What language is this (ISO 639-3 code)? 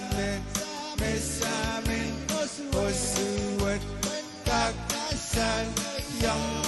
pon